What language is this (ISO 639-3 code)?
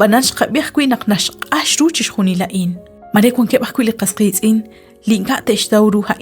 kek